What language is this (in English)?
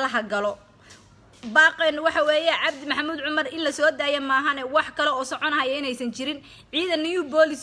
Somali